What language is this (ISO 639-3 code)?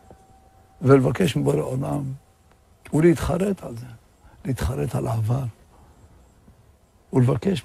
heb